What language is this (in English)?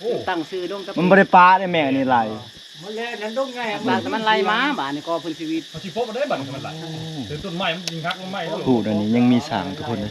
Lao